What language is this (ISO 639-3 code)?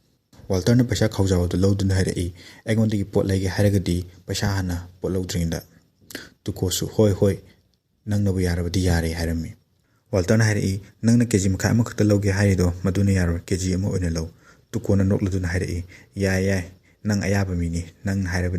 mni